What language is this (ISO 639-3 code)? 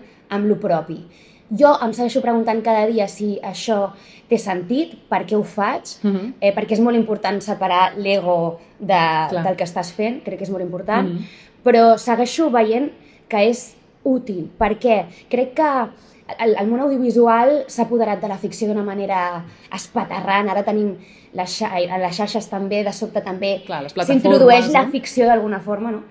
cat